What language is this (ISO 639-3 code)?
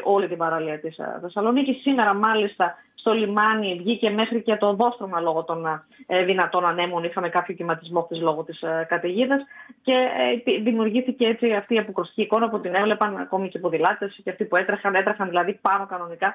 ell